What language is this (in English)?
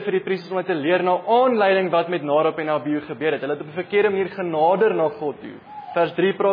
Afrikaans